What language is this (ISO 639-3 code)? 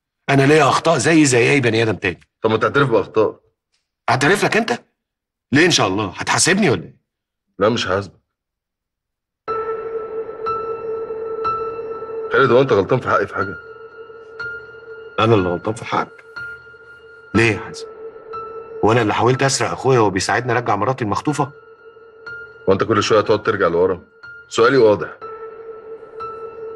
arz